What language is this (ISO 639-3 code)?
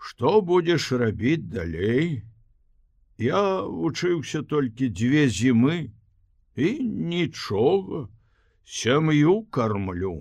bel